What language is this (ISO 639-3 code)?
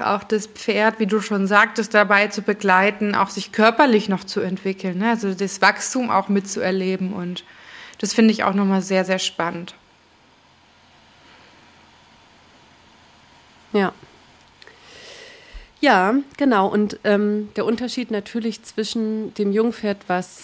deu